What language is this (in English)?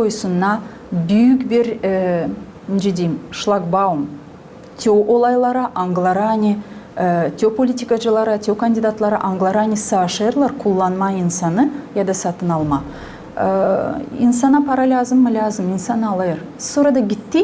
Gagauz